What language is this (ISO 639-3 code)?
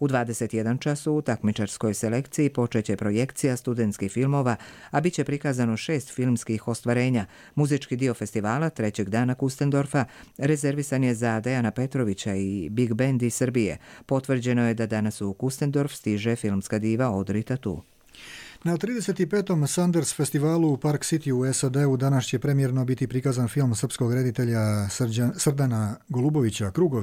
hrv